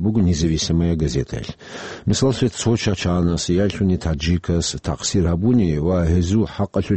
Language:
Avaric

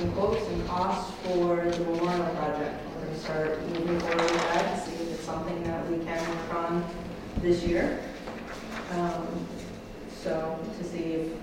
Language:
English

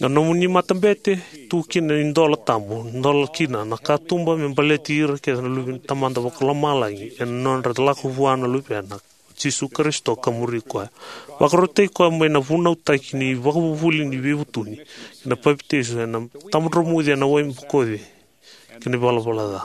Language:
Fijian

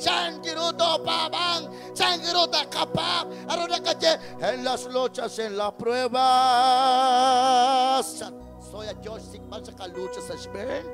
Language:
Kekchí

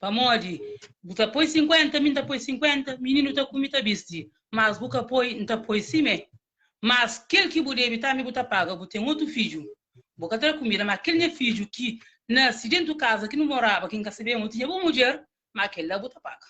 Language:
Kabuverdianu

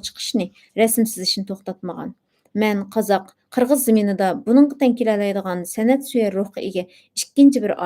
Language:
Uyghur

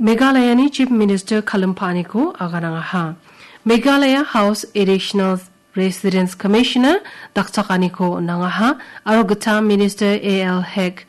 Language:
Garo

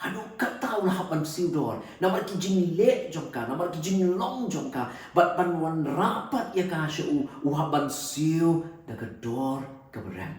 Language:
Khasi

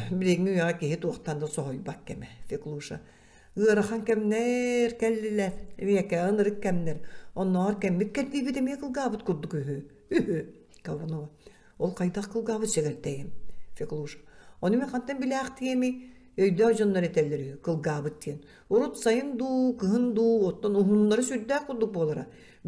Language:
Yakut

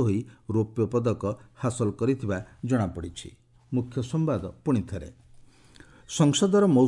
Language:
Odia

